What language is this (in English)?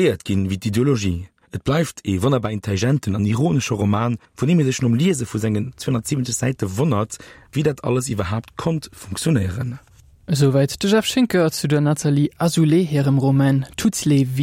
Luxembourgish